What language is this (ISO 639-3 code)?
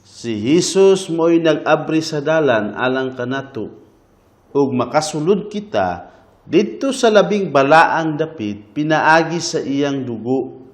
ceb